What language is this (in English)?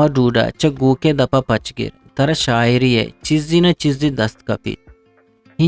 Eastern Balochi